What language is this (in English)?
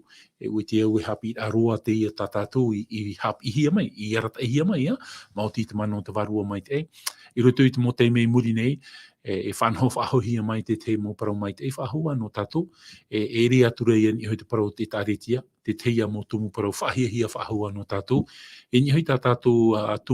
Tahitian